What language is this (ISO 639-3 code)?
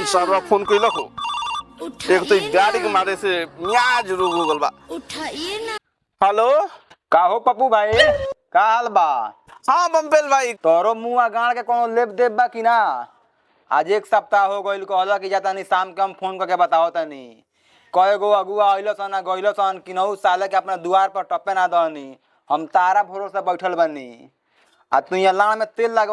bho